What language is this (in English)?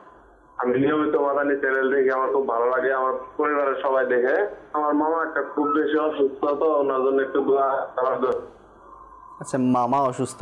Bangla